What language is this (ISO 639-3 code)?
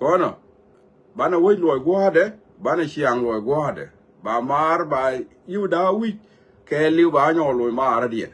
nus